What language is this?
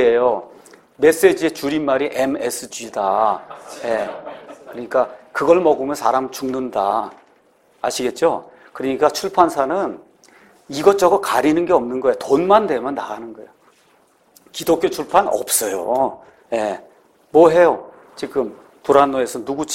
Korean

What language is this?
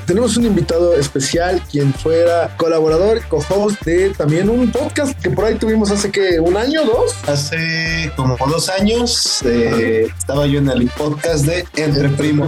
Spanish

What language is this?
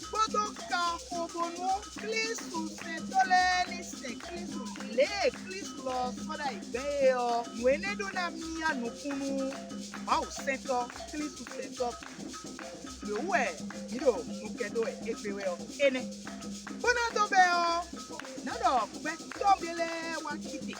Fon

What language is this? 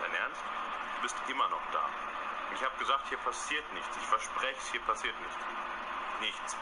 Bavarian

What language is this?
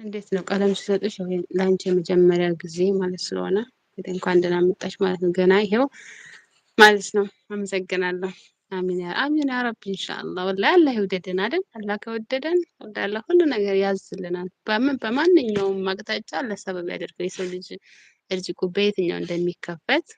Amharic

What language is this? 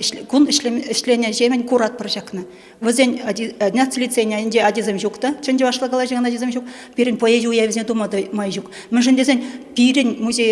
Chuvash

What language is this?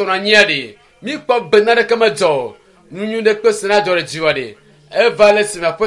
Ewe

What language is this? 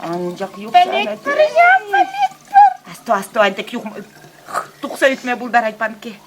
Chuvash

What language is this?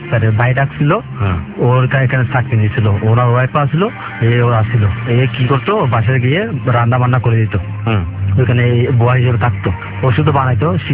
Bangla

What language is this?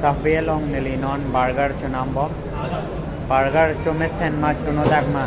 Karbi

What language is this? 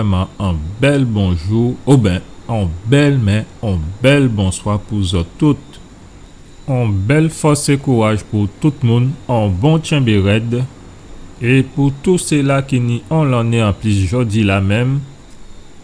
Guadeloupean Creole French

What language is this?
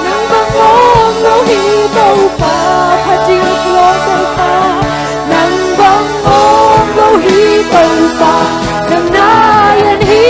Tedim Chin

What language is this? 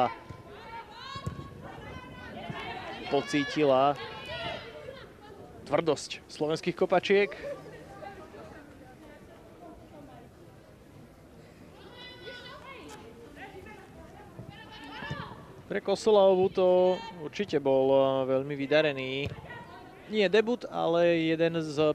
Slovak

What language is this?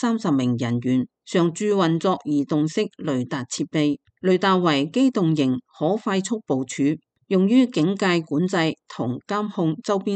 Cantonese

